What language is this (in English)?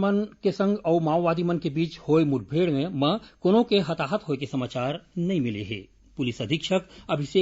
Chhattisgarhi